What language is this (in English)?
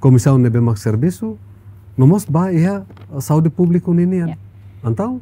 Tetum